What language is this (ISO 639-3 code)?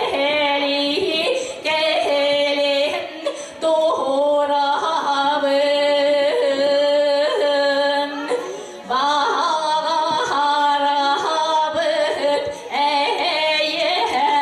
sah